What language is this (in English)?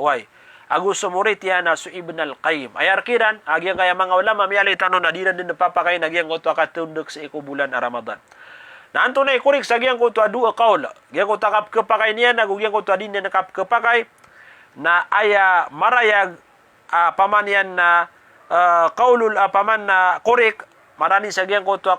Maranao